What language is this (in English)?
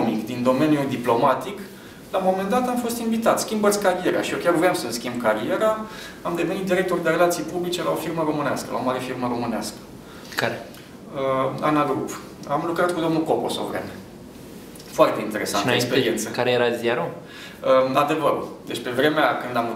Romanian